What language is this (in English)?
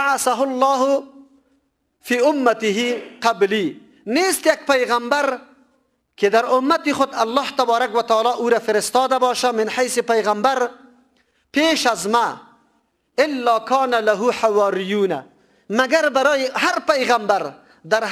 Persian